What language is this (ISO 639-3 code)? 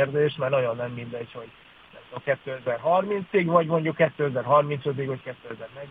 hun